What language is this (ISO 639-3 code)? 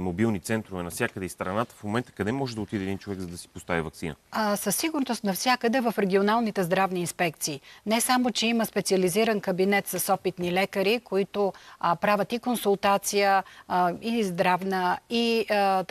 bul